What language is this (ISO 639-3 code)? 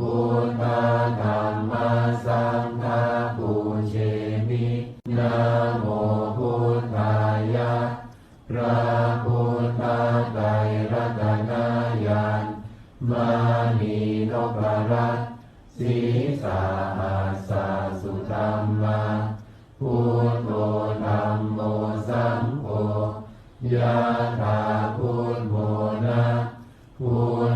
pli